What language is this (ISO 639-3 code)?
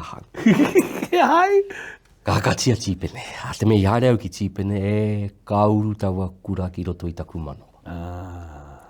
mri